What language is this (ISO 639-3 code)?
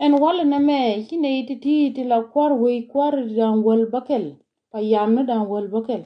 nus